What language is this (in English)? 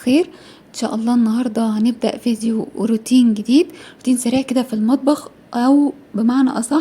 Egyptian Arabic